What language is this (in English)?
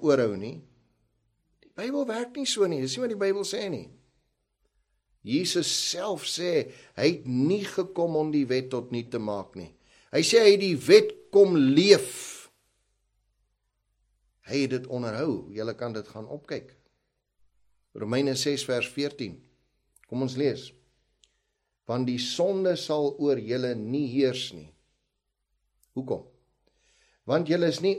Afrikaans